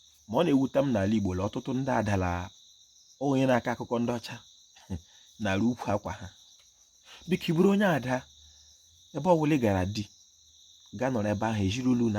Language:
Igbo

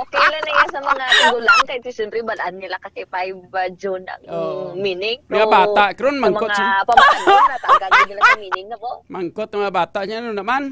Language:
Hiligaynon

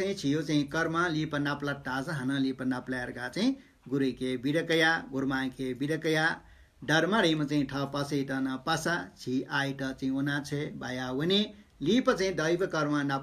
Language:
Newari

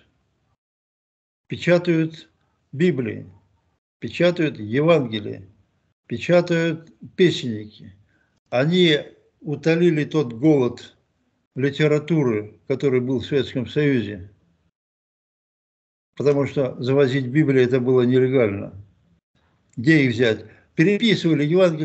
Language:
Russian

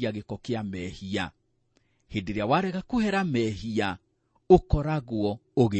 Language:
Kikuyu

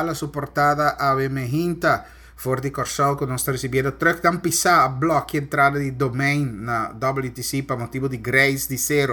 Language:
Papiamento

